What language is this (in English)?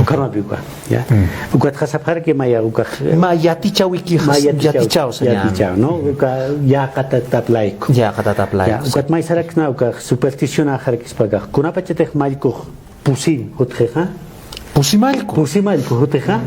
Aymara